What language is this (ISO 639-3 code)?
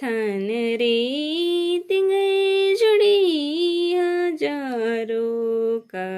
kru